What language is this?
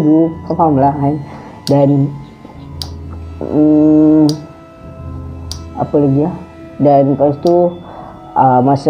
Malay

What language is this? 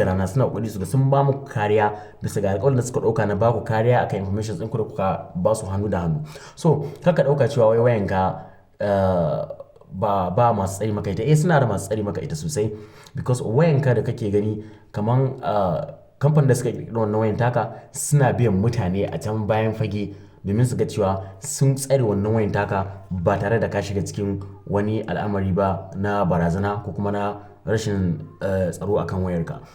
Hausa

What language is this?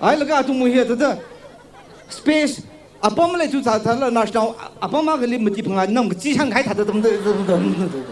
Tangkhul Naga (India)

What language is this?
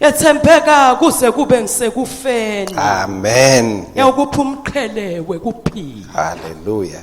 Swati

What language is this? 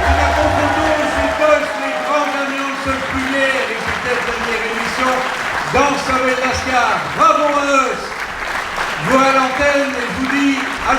Picard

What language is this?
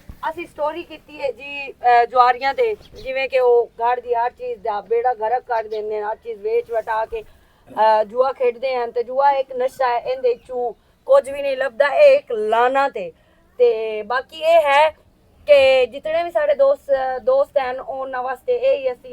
Western Panjabi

